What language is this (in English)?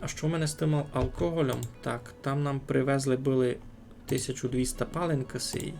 Rusyn